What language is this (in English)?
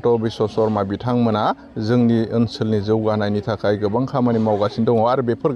Bodo